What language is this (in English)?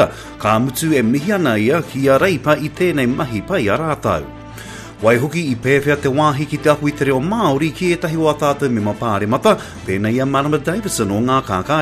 Māori